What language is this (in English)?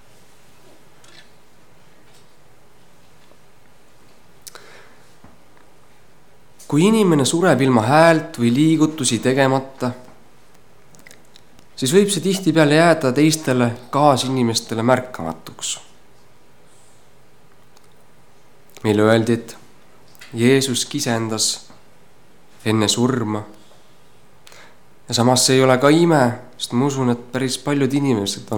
Estonian